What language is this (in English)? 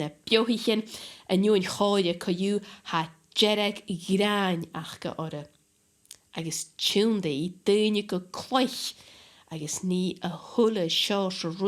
Scottish Gaelic